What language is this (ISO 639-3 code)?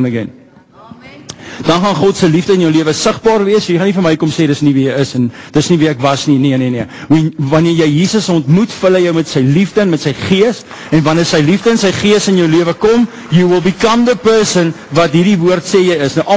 afr